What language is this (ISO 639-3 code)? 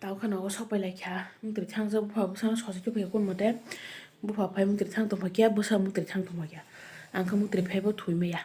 trp